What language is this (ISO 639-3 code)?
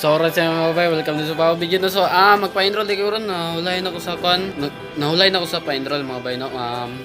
ceb